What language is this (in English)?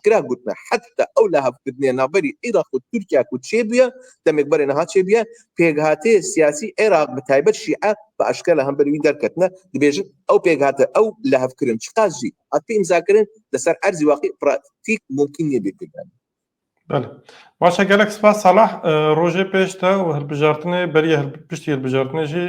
Kurdish